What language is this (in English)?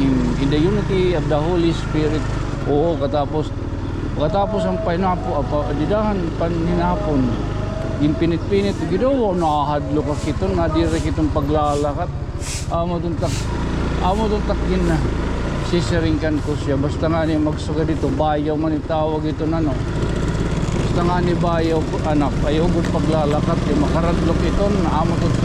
Waray